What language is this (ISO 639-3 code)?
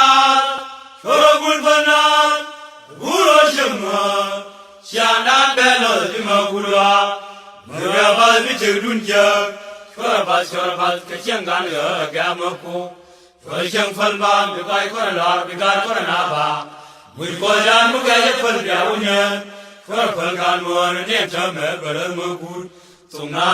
nus